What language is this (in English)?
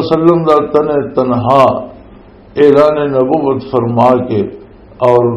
Western Panjabi